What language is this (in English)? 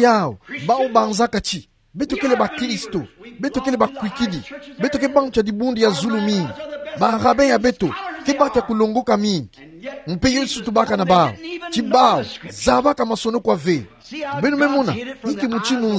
Kituba (Democratic Republic of Congo)